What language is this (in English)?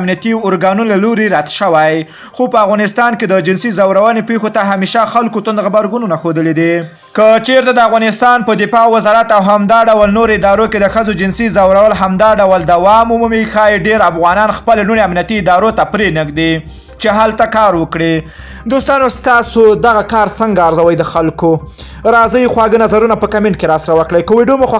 Pashto